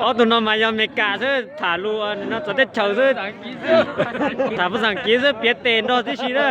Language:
Hmong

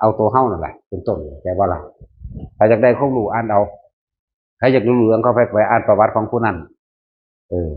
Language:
Northeastern Thai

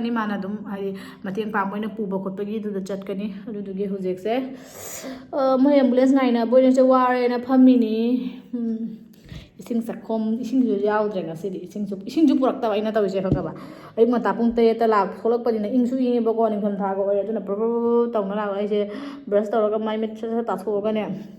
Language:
Manipuri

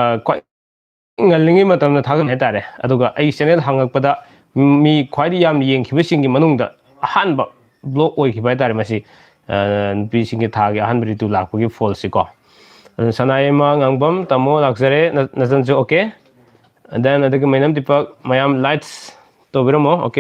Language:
Manipuri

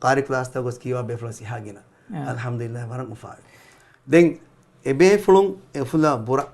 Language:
Divehi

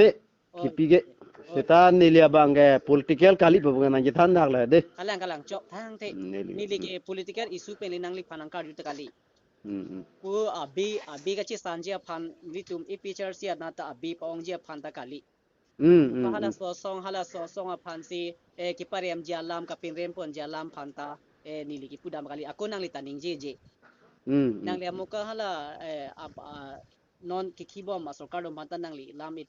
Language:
Karbi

